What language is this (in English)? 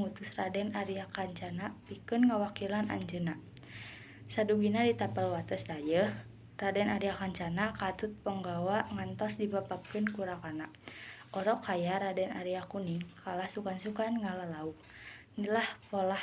Sundanese